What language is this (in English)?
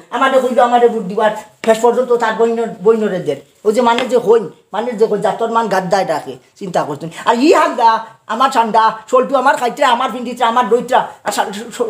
Sylheti